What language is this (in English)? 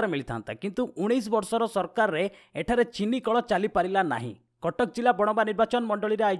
Odia